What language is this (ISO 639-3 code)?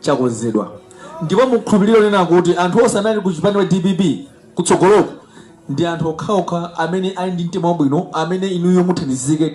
nya